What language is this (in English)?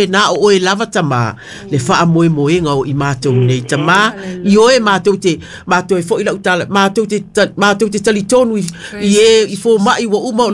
Samoan